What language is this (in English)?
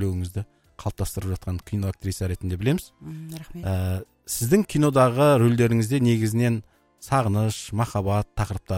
Kazakh